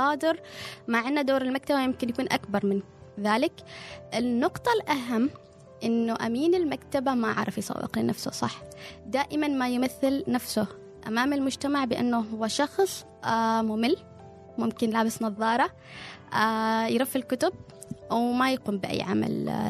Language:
Gulf Arabic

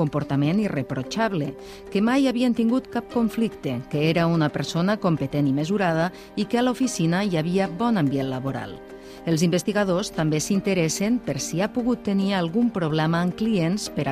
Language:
Catalan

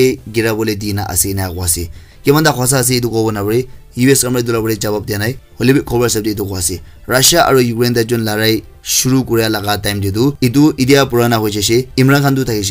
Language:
Naga Pidgin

